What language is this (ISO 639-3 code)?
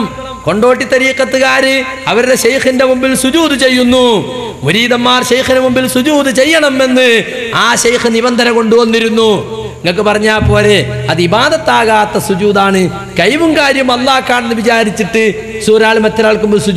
mal